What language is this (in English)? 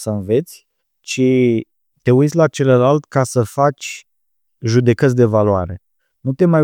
Romanian